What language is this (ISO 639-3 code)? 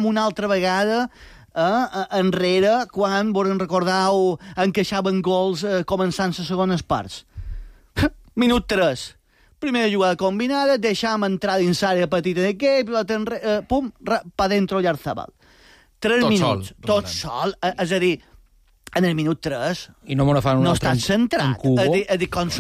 cat